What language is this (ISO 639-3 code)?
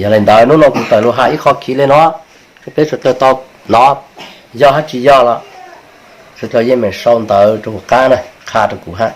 hmn